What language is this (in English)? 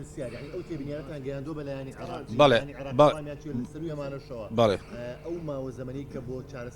Central Kurdish